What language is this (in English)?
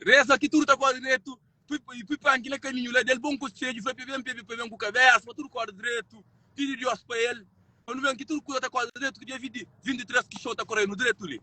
Kabuverdianu